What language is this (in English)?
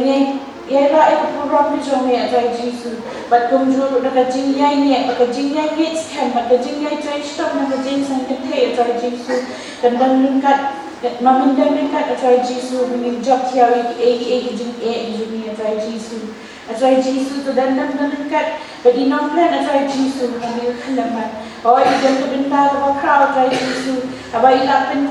Khasi